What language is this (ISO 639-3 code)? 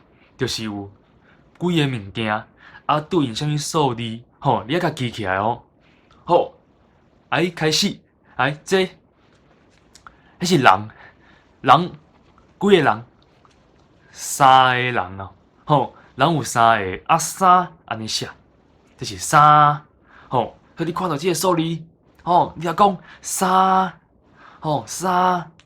nan